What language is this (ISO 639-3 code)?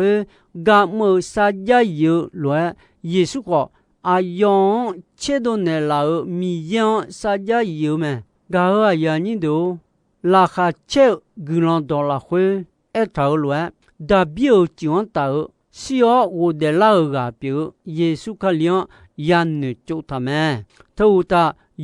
ahk